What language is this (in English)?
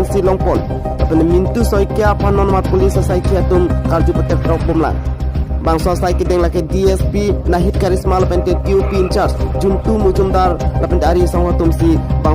Karbi